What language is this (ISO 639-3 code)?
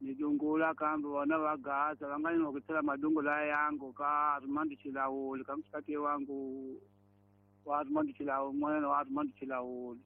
tso